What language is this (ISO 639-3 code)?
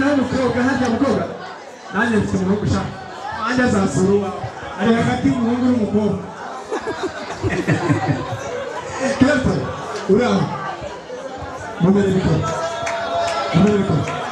kin